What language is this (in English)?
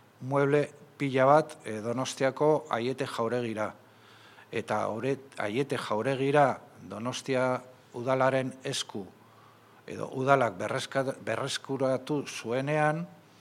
Basque